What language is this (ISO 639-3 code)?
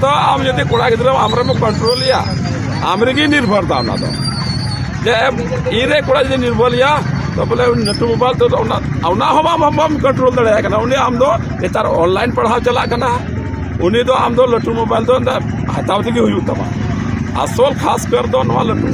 sat